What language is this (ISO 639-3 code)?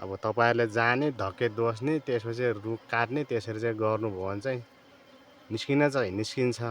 nep